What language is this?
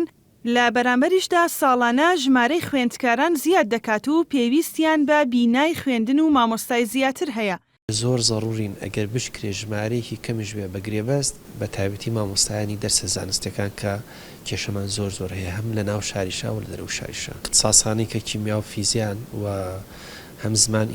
Central Kurdish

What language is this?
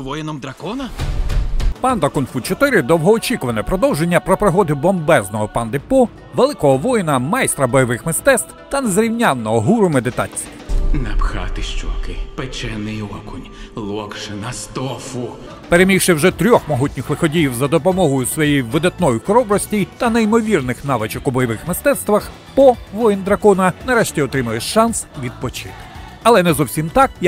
Ukrainian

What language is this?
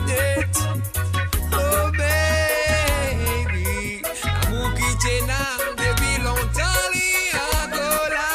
Morisyen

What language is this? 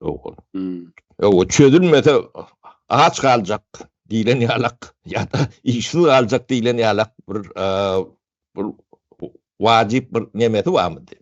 Turkmen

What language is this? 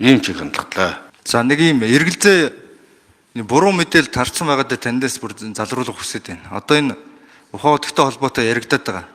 Mongolian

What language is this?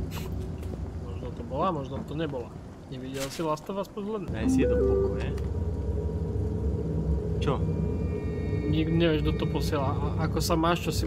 Slovak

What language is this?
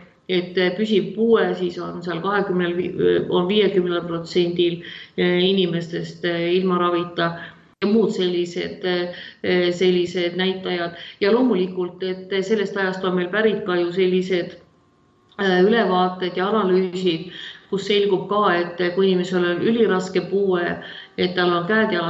Estonian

